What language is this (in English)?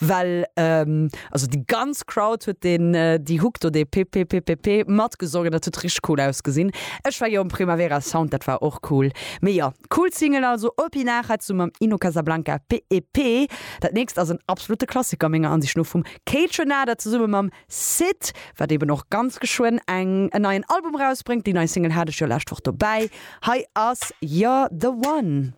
Luxembourgish